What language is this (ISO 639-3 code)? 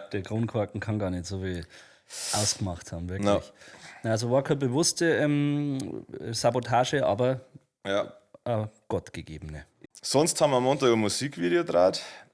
bar